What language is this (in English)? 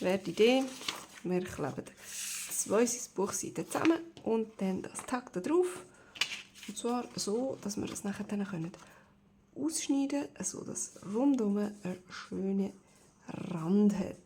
Swiss German